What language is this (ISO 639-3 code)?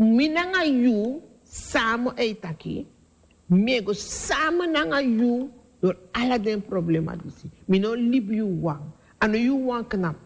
srn